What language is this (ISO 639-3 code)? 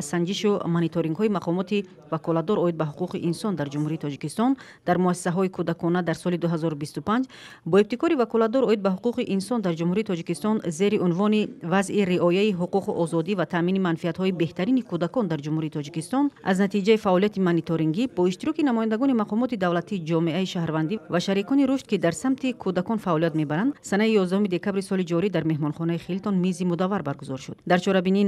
tgk